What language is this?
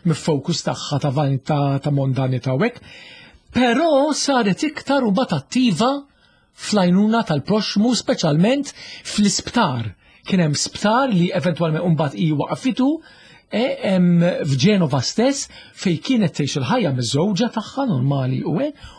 Maltese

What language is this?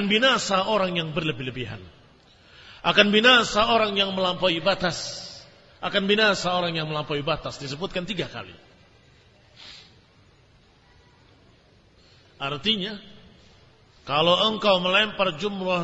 Indonesian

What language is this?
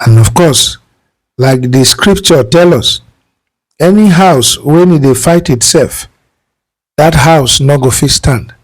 Nigerian Pidgin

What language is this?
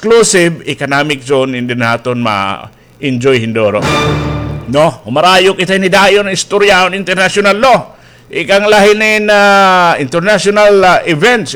Waray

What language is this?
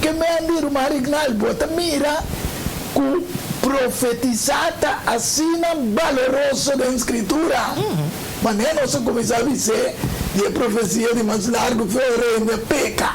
Papiamento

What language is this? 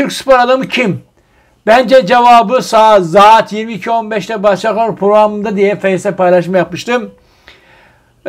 Turkish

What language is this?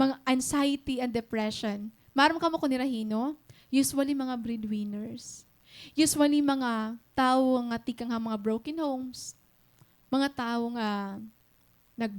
Waray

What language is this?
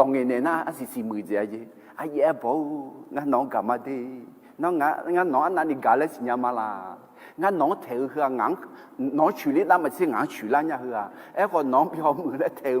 Akha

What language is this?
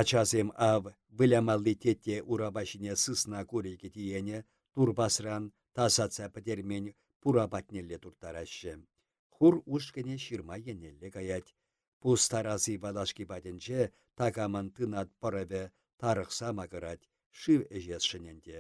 Chuvash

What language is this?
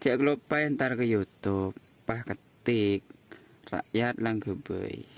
Madurese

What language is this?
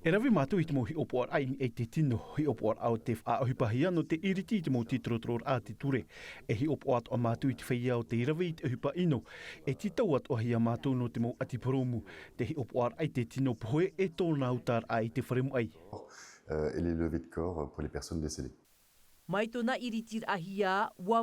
Tahitian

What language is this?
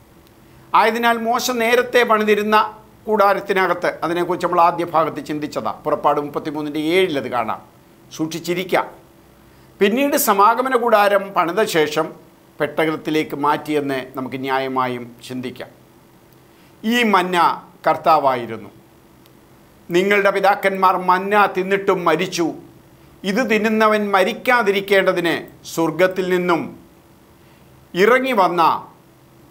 Malayalam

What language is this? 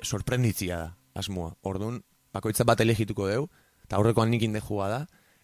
Basque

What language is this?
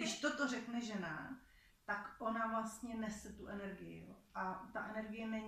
Czech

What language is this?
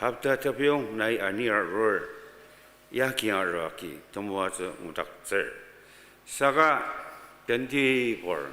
Ao Naga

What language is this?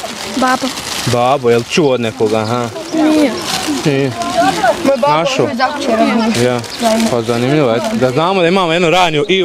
Bosnian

